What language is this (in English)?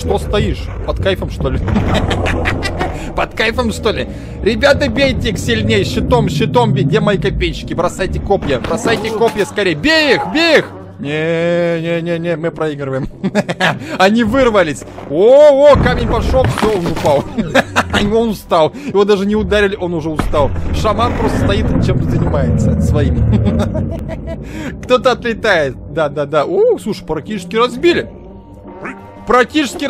Russian